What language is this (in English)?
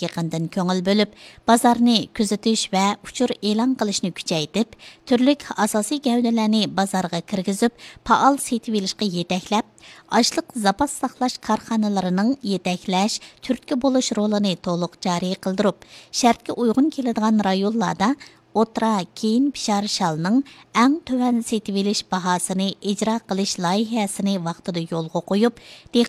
Uyghur